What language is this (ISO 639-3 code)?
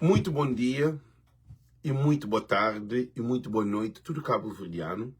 kea